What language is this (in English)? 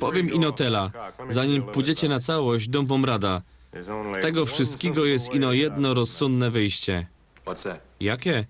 Silesian